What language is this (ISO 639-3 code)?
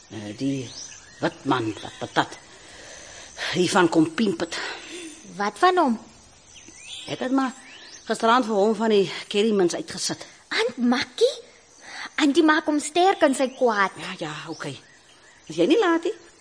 afr